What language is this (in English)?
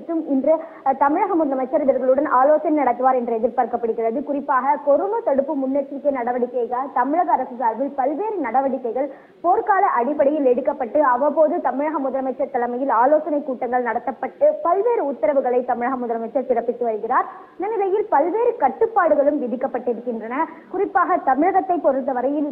Tamil